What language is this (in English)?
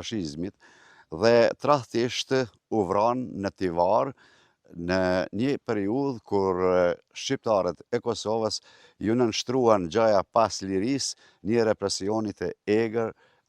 Albanian